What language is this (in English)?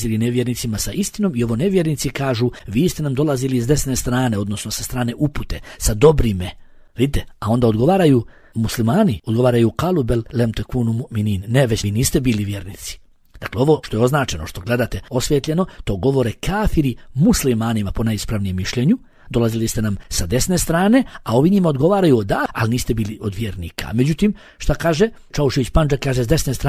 Bosnian